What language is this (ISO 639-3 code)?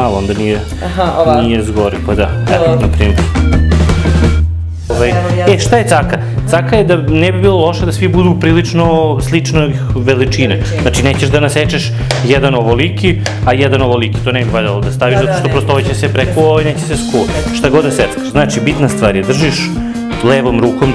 srp